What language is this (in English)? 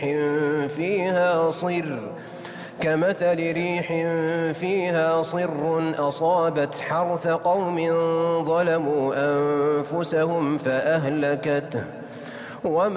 Arabic